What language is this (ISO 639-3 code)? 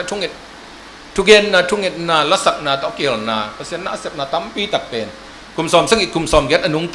ctd